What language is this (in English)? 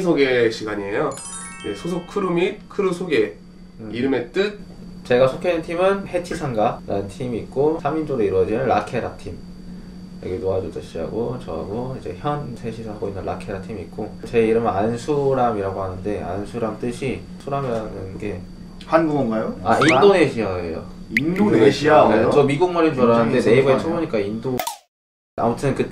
Korean